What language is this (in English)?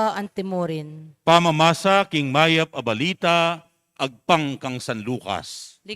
Pampanga